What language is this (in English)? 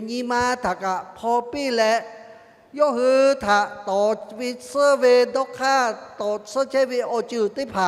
Lahu